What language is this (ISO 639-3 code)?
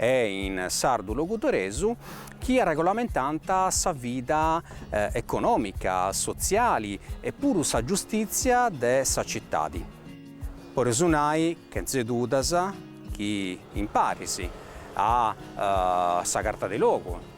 srd